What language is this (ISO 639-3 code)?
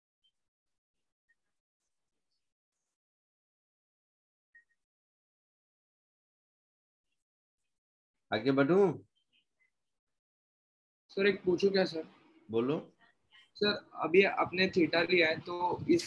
hin